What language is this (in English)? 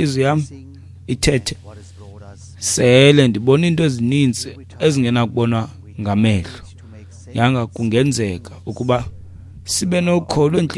Xhosa